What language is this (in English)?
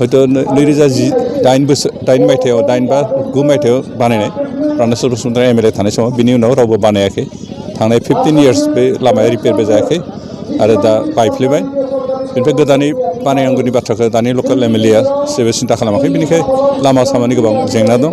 Bodo